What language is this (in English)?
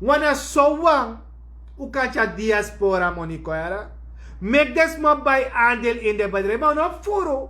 Sranan Tongo